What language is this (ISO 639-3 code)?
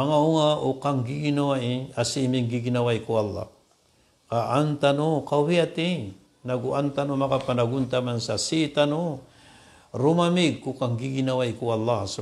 mrw